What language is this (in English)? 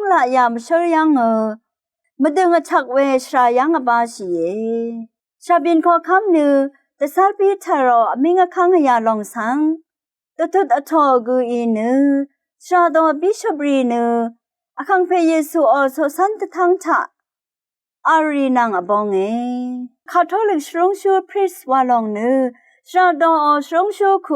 Rawang